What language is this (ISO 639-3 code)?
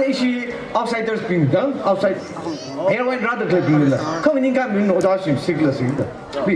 nmf